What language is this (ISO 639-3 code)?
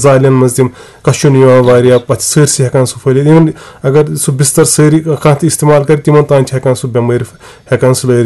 kas